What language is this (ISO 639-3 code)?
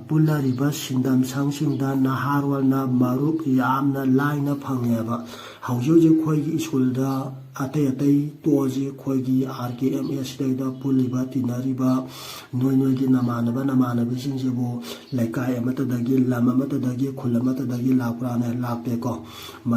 mni